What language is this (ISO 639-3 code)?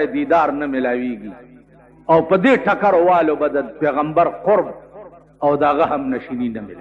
pus